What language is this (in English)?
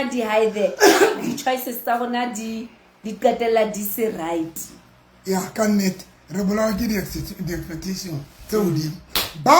Southern Sotho